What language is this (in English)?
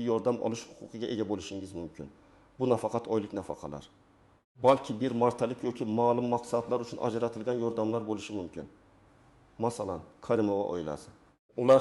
Uzbek